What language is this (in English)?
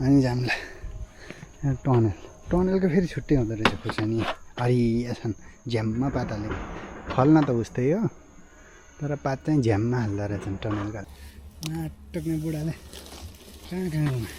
Nepali